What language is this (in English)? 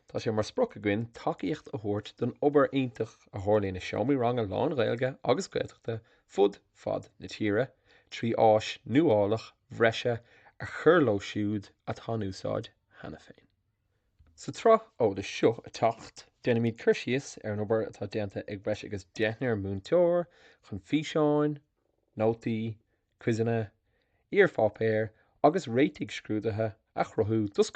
Irish